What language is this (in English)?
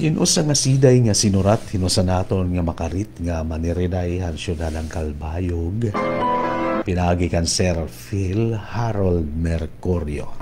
Waray